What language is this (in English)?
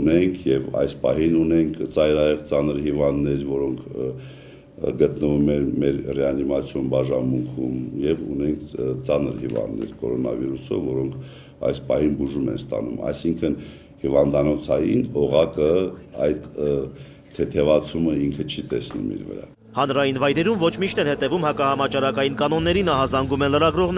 Armenian